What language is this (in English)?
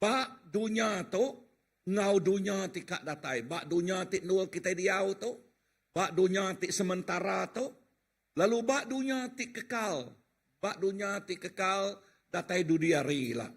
Iban